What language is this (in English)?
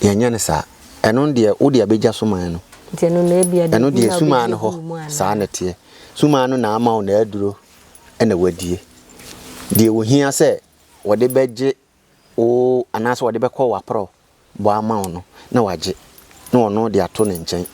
Akan